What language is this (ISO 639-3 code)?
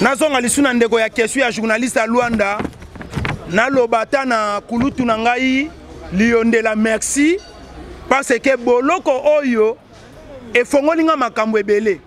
lin